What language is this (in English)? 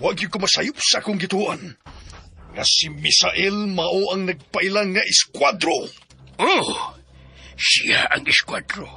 Cebuano